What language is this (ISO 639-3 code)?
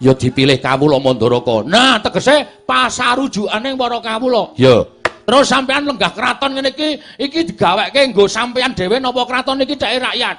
jav